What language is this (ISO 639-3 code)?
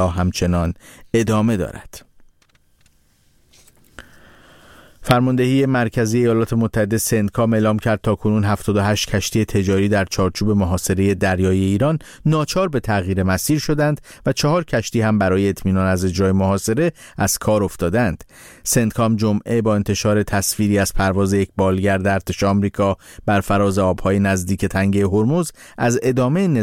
fas